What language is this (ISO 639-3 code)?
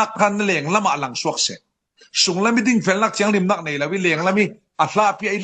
cfm